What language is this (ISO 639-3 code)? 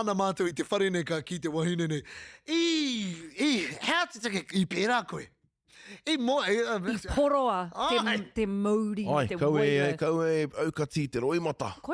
mri